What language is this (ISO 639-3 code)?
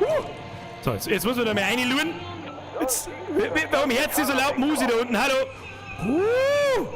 bar